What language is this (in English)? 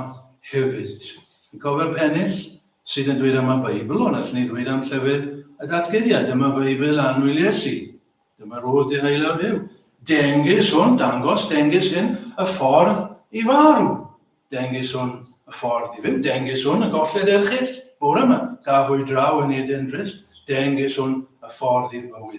Welsh